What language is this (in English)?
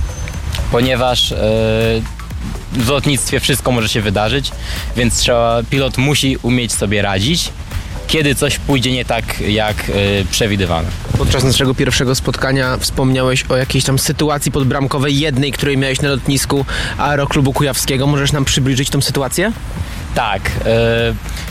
Polish